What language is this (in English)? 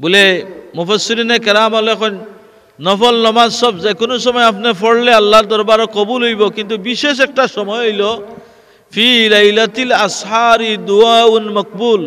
Sylheti